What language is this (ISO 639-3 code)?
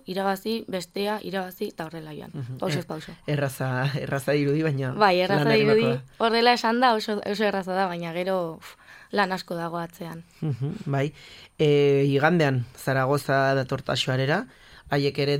eus